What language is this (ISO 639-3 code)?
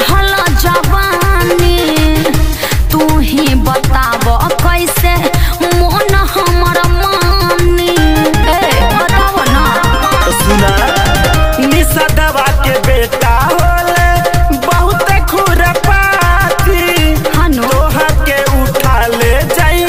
bho